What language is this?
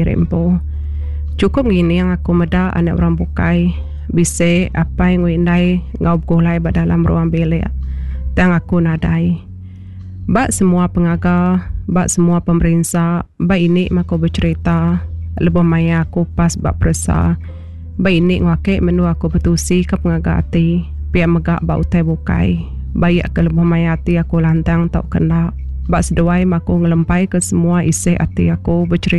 Iban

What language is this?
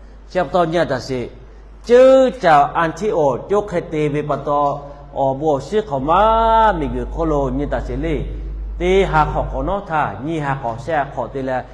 Lahu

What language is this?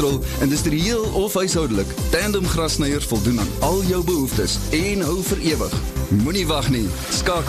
Afrikaans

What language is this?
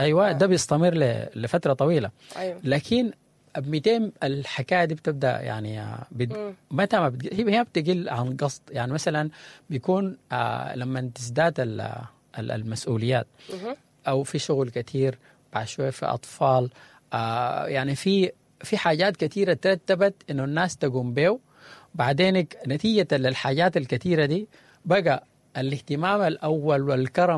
Sudanese Arabic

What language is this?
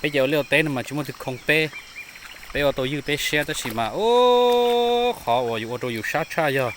Hmong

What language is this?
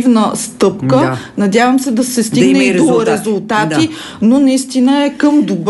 Bulgarian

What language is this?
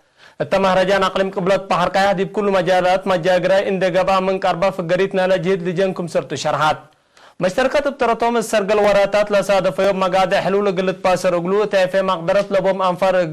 Tigre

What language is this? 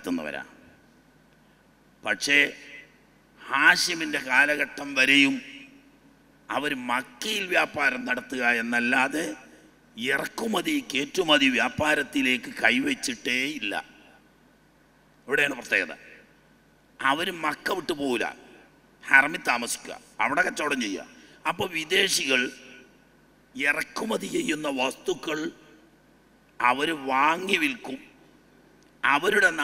Malayalam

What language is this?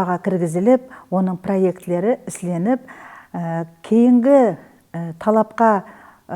Kara-Kalpak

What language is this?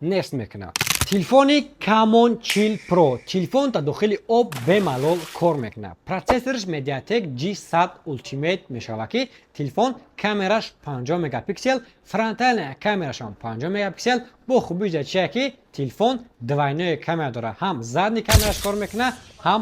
Tajik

